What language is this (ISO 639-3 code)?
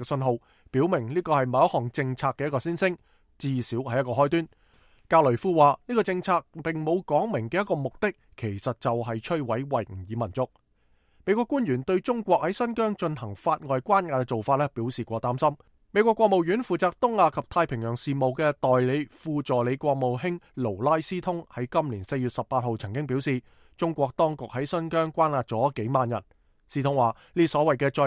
yue